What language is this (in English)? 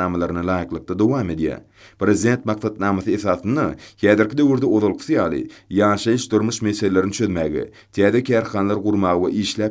Turkmen